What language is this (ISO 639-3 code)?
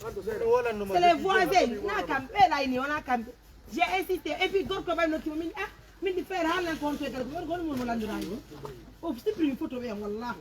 fuf